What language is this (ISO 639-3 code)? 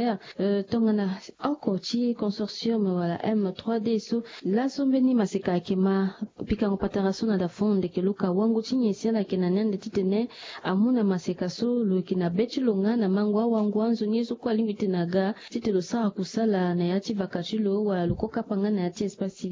sag